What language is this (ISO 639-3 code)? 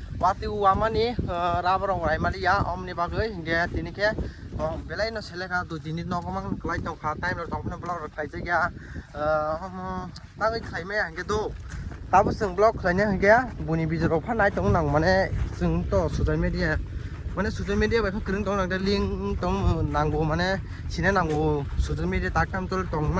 trp